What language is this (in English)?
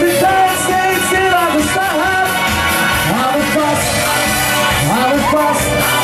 Dutch